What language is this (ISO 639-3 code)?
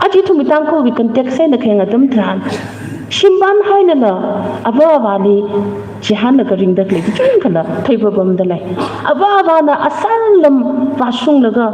nmf